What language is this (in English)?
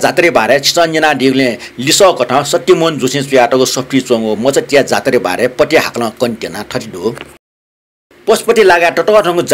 Newari